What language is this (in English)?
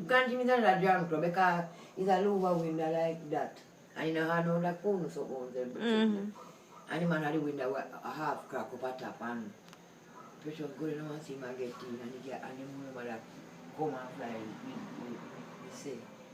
Jamaican Creole English